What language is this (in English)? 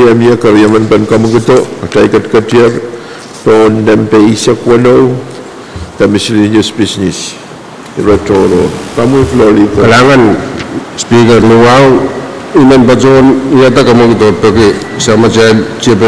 Pohnpeian